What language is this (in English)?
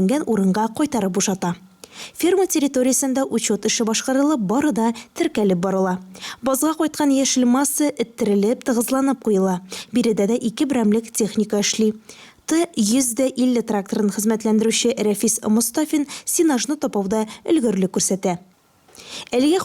Tatar